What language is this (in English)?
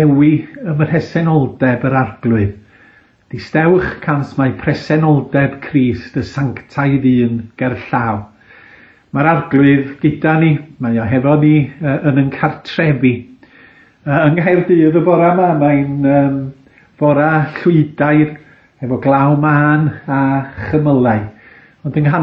Welsh